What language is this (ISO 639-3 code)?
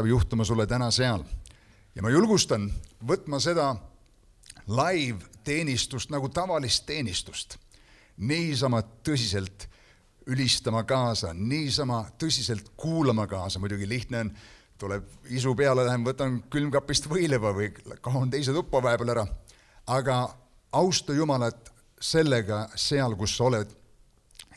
est